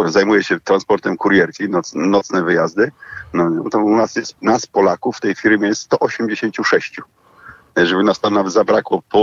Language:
Polish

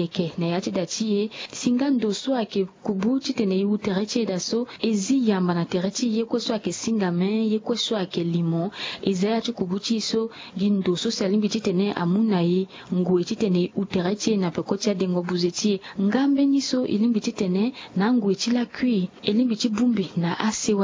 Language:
Sango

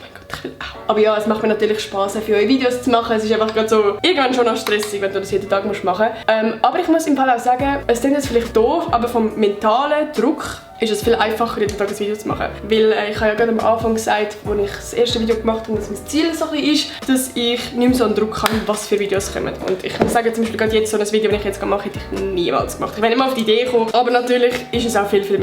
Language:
Swiss German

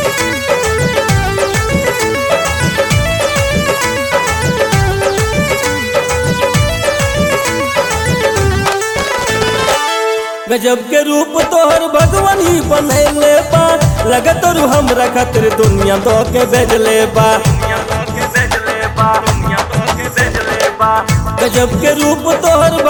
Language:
Bhojpuri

